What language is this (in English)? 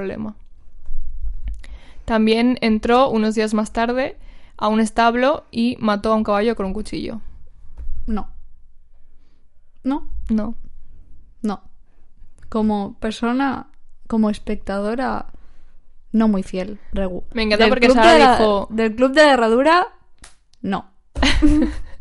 Spanish